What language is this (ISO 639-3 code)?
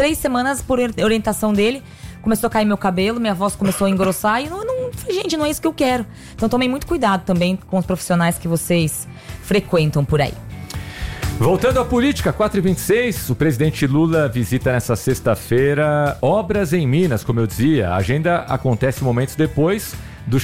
por